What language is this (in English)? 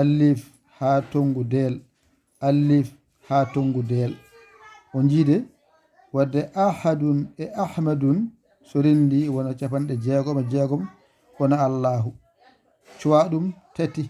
Fula